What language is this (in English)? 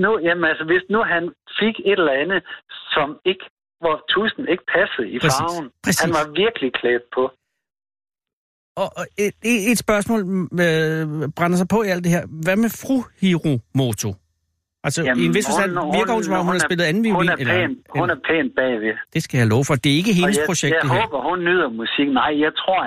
Danish